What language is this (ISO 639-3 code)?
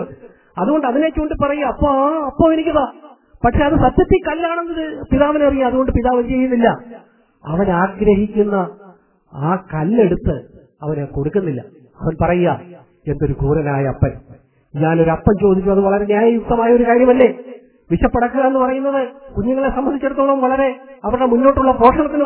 mal